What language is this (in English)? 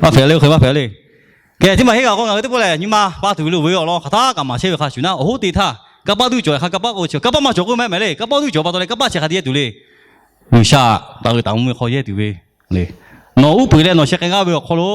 Lahu